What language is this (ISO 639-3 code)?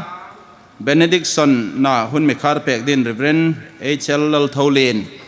hmr